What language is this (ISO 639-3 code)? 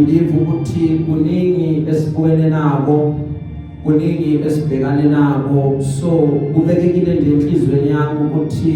zul